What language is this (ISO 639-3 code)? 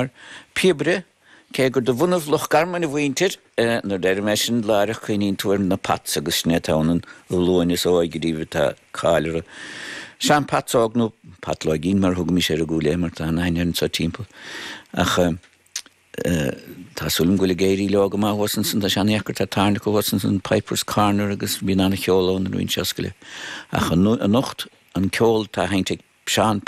gle